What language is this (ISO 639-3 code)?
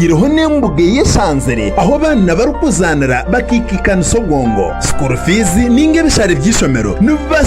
nyn